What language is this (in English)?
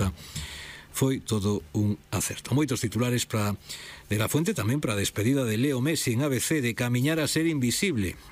Galician